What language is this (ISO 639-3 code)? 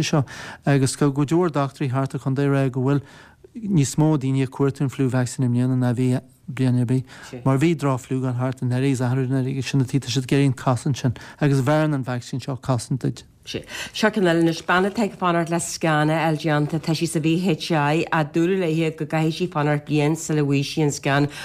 gle